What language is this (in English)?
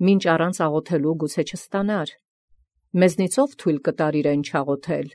Armenian